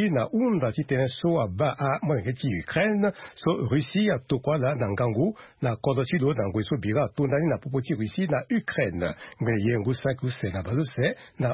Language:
Sango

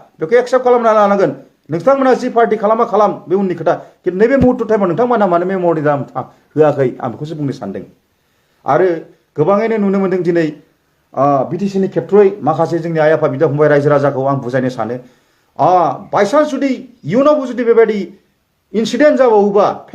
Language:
Bodo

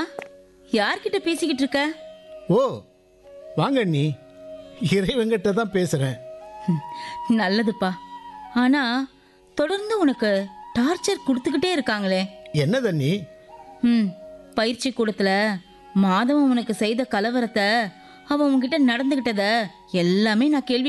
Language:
Tamil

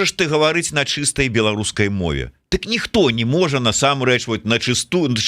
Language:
Belarusian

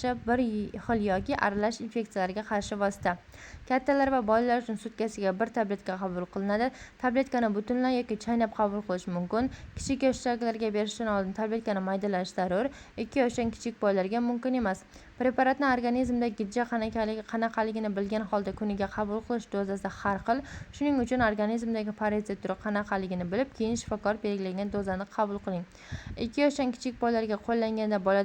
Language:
Uzbek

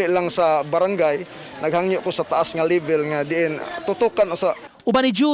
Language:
Cebuano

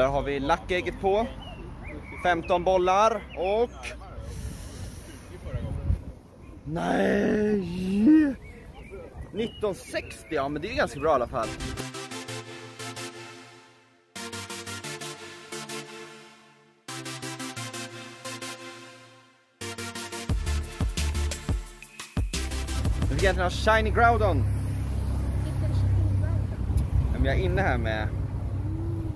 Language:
Swedish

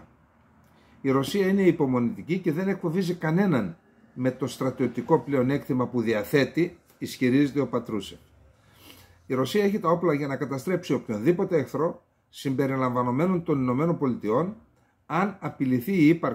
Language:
Greek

